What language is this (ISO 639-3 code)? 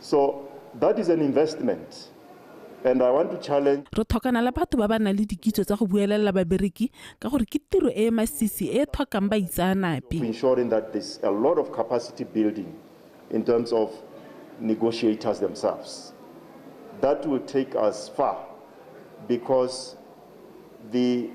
tsn